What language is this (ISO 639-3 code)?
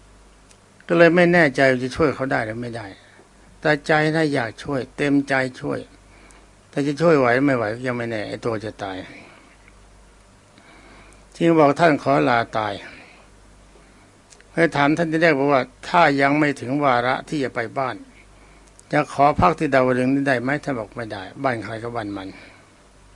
tha